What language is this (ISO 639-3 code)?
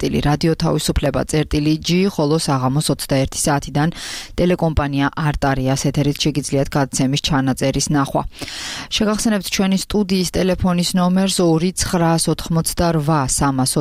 kat